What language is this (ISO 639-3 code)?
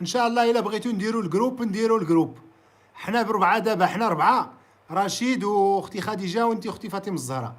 ary